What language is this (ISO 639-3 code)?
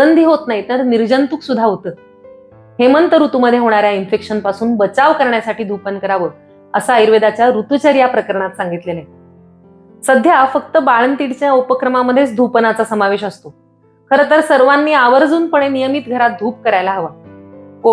mar